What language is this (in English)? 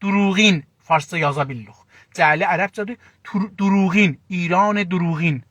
South Azerbaijani